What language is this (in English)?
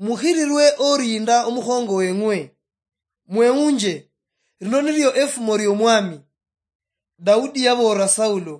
Luyia